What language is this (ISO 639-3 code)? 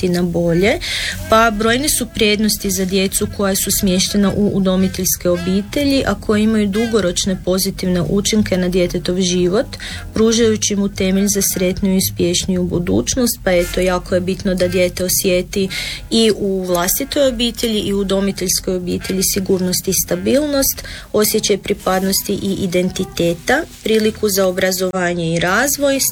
hrv